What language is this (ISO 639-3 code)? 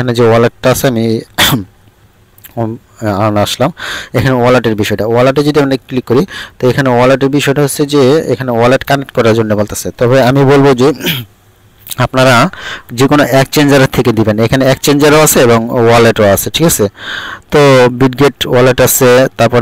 ben